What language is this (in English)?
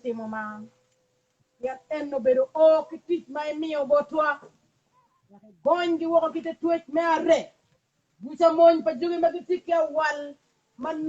Acoli